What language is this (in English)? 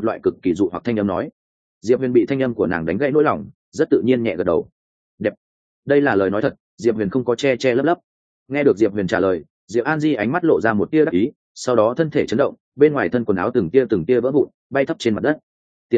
Vietnamese